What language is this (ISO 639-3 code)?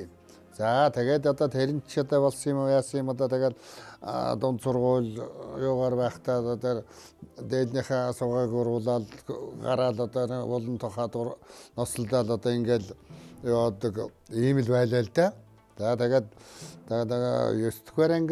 mon